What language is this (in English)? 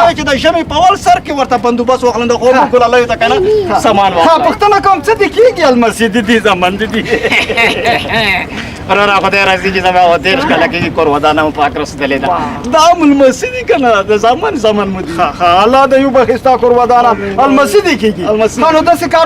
Pashto